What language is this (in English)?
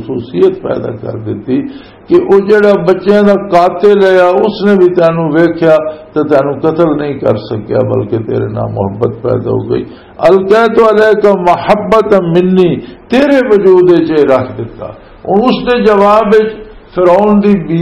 Western Panjabi